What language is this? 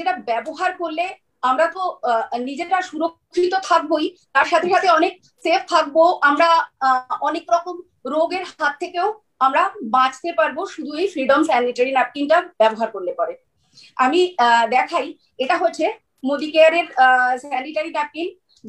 Bangla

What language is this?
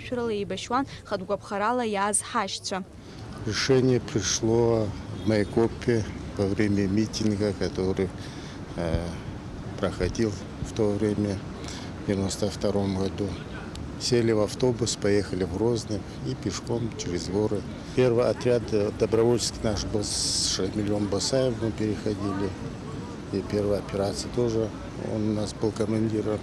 Abkhazian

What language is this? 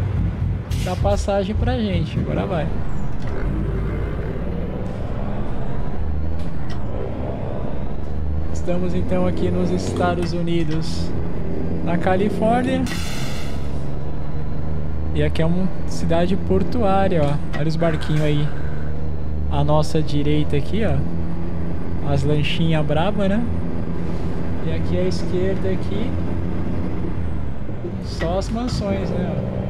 Portuguese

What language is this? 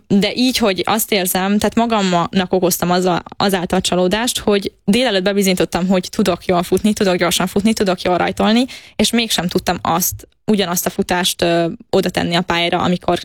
Hungarian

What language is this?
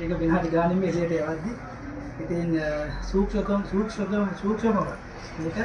Sinhala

